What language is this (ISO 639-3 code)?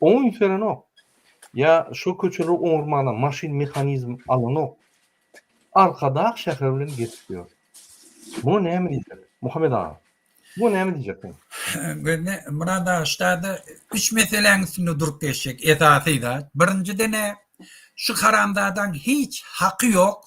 tuk